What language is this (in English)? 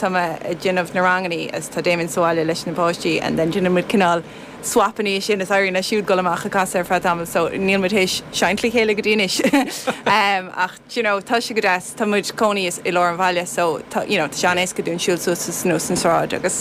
Irish